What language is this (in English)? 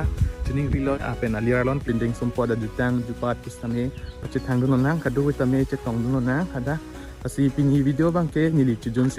Karbi